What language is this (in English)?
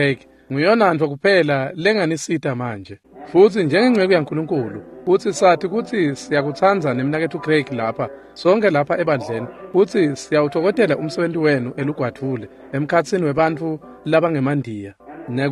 Swati